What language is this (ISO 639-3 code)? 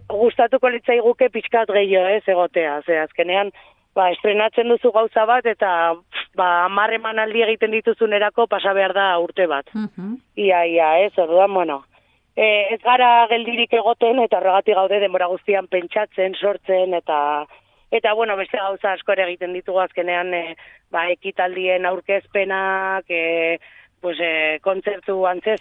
eus